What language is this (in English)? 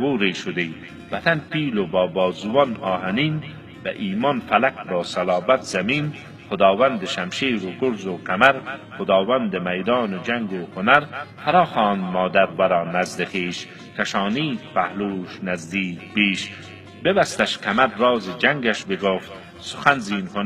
Persian